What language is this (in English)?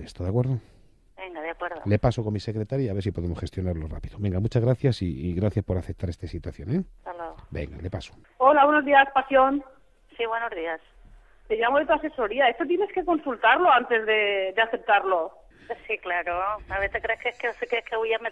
Spanish